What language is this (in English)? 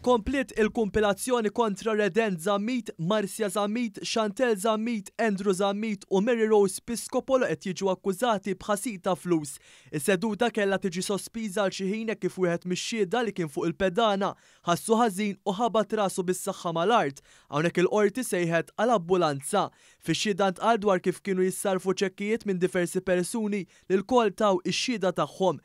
Maltese